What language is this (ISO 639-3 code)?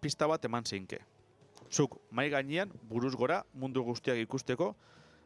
eus